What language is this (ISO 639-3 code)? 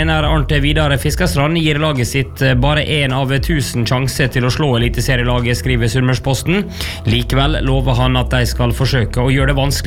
nor